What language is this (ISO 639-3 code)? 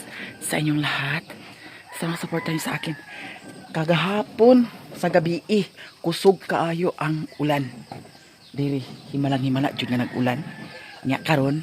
ceb